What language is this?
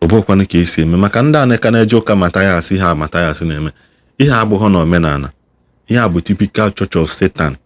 Igbo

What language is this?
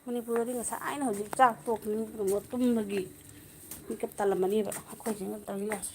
Manipuri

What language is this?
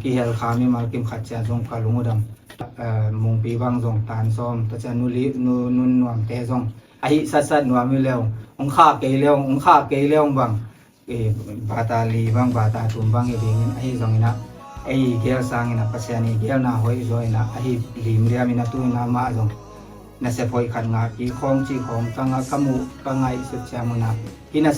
Tedim Chin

